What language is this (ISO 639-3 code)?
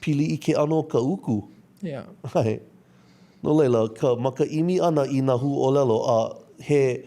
haw